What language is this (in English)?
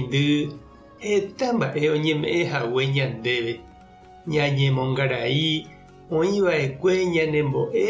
Guarani